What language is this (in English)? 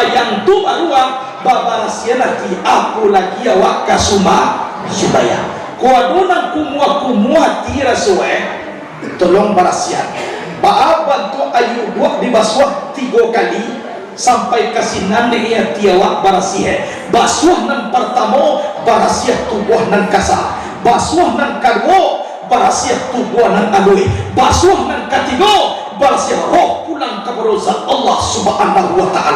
Minangkabau